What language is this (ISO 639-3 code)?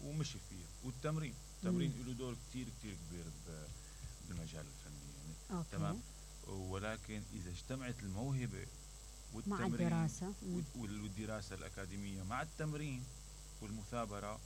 acm